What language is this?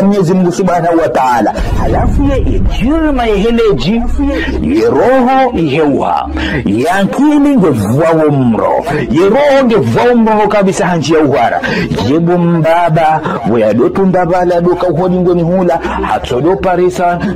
Ngazidja Comorian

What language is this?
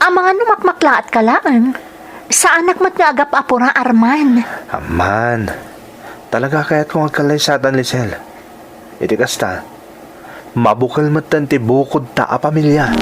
Iloko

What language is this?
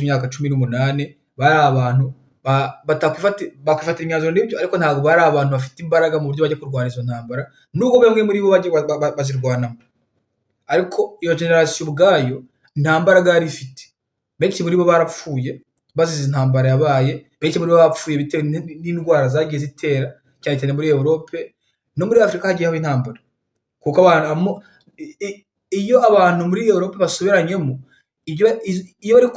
Kinyarwanda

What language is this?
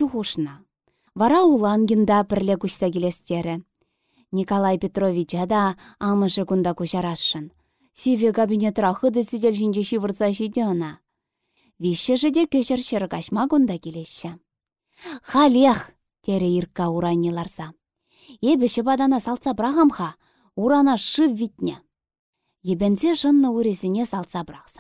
Chuvash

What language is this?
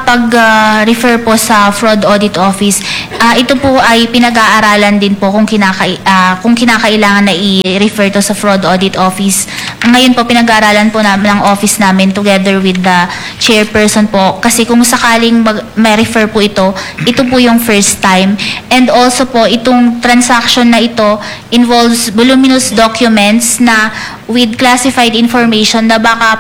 Filipino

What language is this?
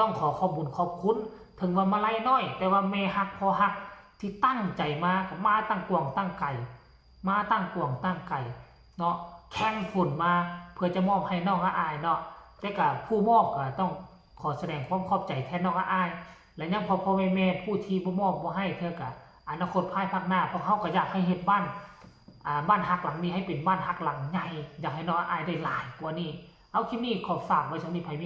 Northeastern Thai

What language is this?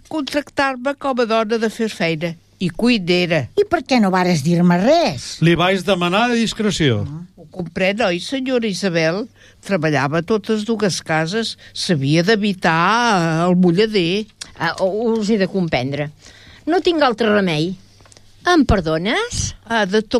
Catalan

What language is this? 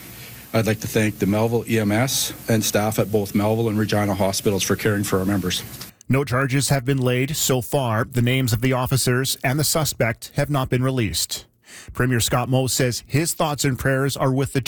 English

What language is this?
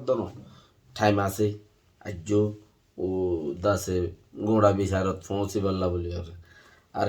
Rohingya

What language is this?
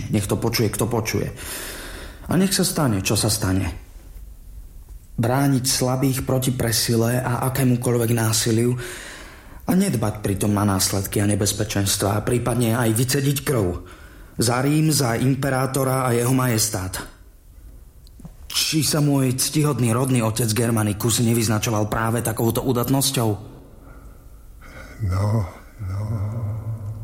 Slovak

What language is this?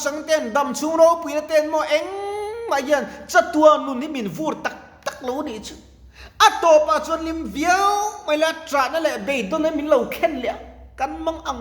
Mizo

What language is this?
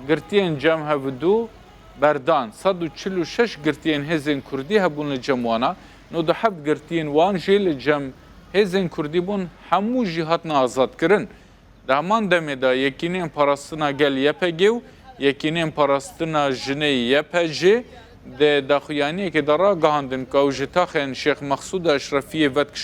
Kurdish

